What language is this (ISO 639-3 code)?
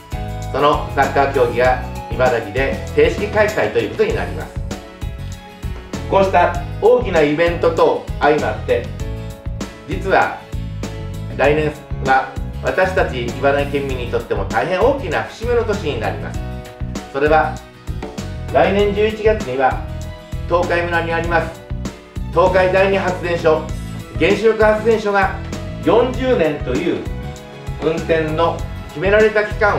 jpn